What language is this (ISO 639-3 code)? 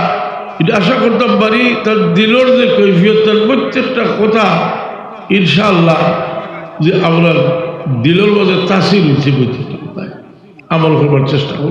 syl